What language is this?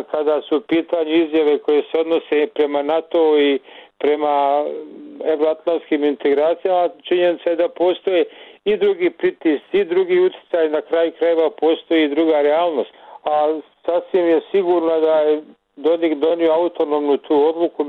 Bosnian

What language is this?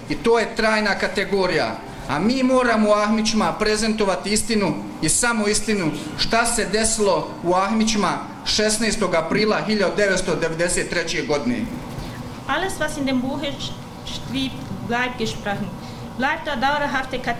Bosnian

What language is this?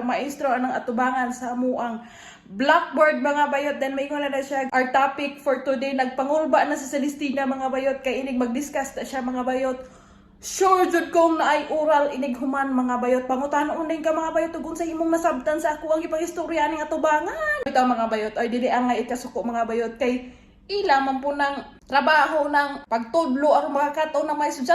Cebuano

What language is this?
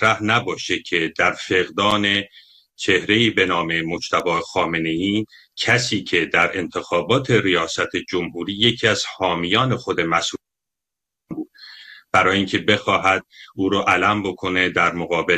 Persian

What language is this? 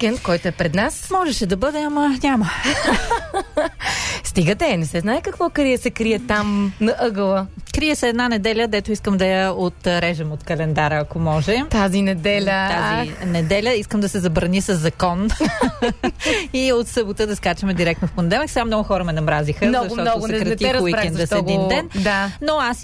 Bulgarian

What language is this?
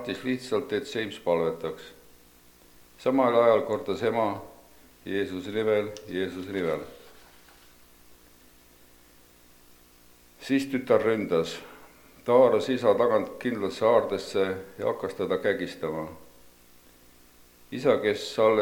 Estonian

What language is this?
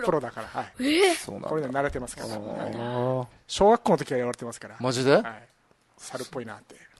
Japanese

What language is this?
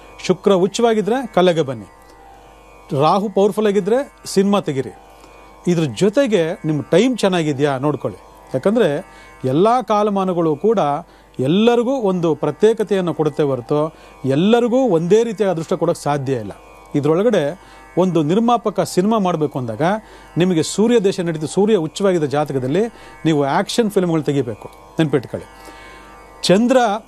Kannada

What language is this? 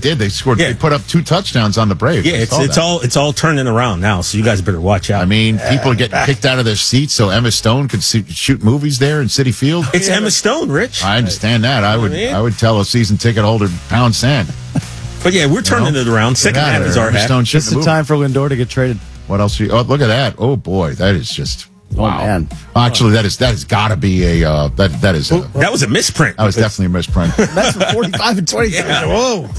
English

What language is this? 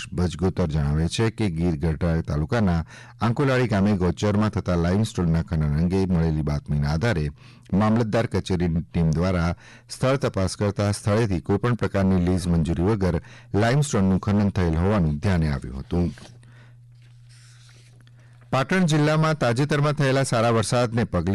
Gujarati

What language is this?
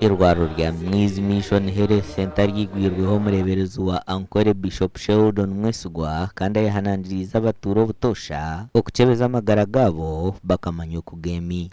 Nyankole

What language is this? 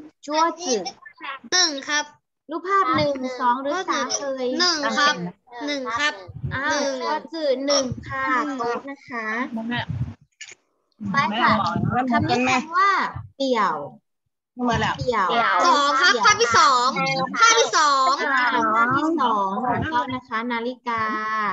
Thai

